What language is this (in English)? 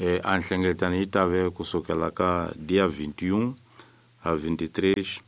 Tsonga